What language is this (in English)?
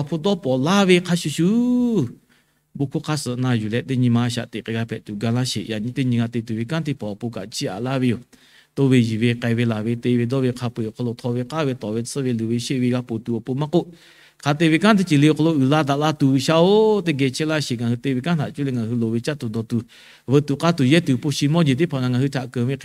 Lahu